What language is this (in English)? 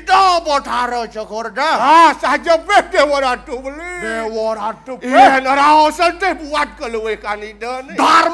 Balinese